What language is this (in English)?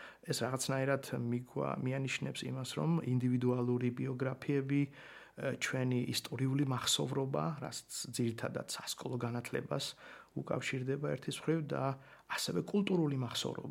Georgian